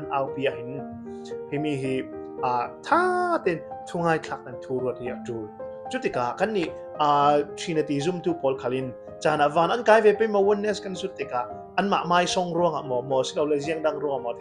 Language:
Falam Chin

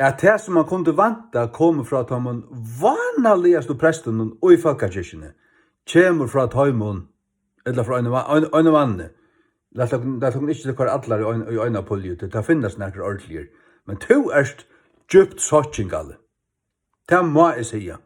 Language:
Faroese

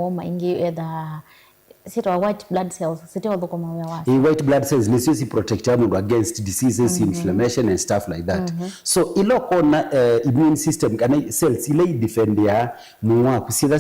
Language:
Kamba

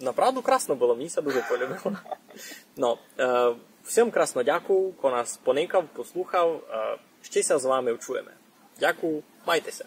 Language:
Rusyn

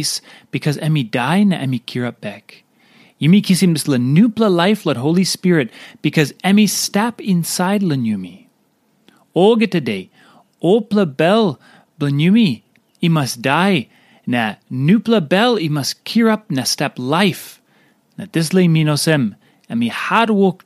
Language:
Tok Pisin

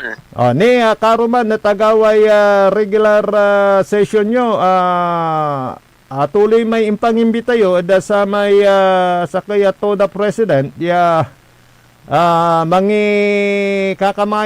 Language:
Pangasinan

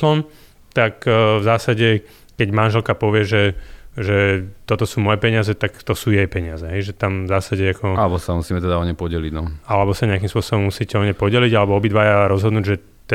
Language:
Slovak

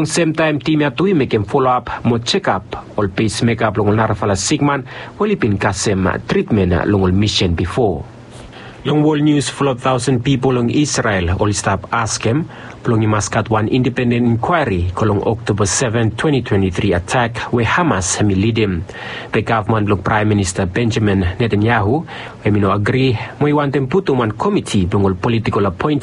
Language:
Bislama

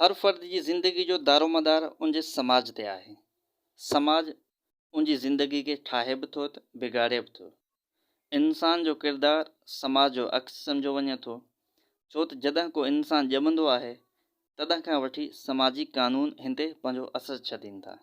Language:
Sindhi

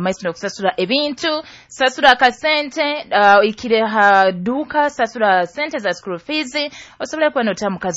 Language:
Nyoro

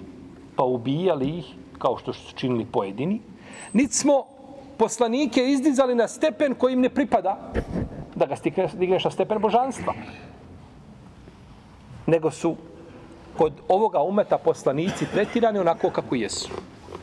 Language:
Bosnian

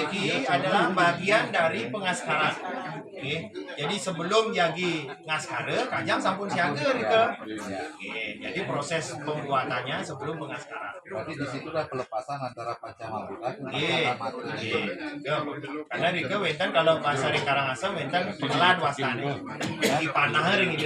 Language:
Balinese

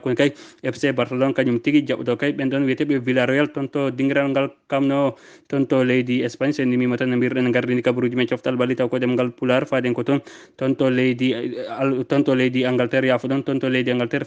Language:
Fula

